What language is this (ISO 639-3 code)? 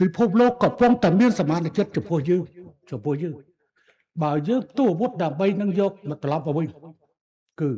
khm